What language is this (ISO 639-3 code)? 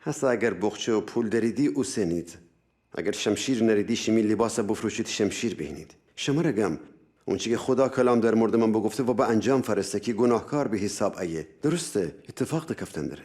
glk